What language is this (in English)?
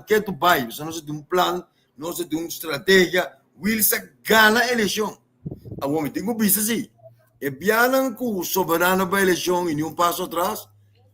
Papiamento